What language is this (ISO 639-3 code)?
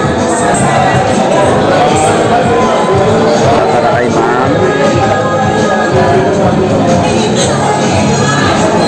fil